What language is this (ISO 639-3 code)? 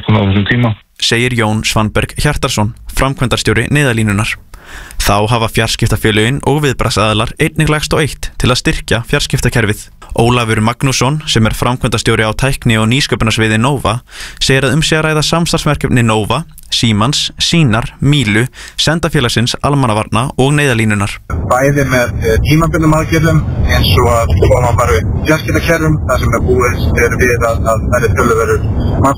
isl